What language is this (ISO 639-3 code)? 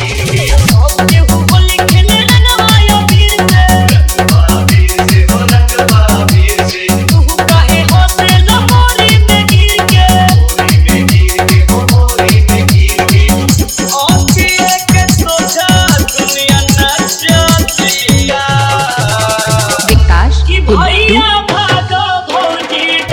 bho